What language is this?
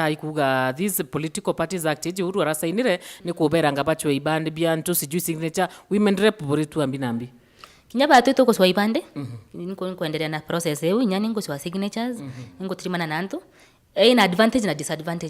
Meru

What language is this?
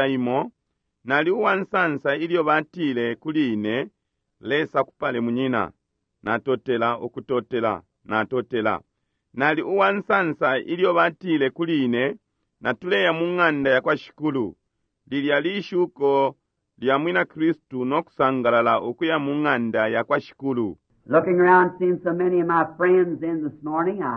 Bemba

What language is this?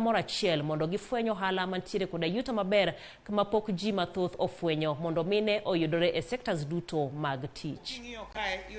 Luo (Kenya and Tanzania)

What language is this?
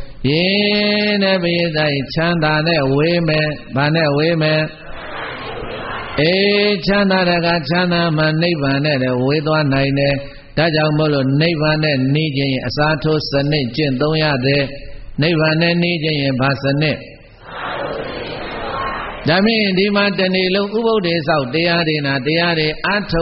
Burmese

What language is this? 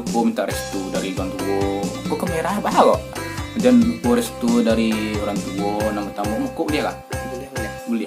Minangkabau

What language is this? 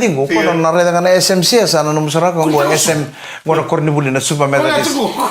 Fijian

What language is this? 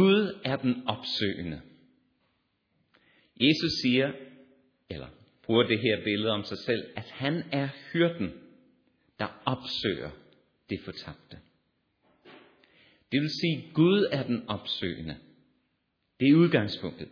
Danish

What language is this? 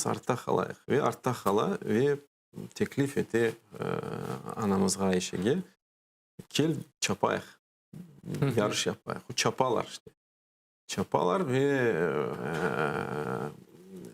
Crimean Tatar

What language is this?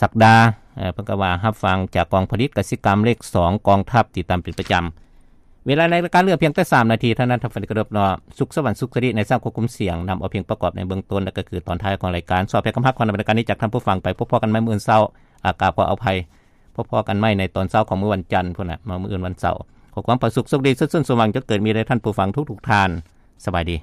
Lao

